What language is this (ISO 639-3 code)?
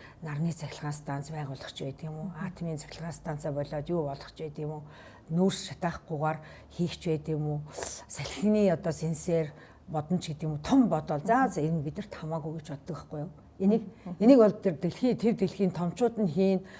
mon